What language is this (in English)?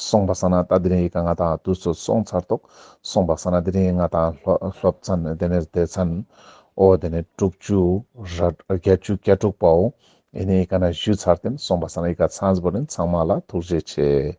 Ladakhi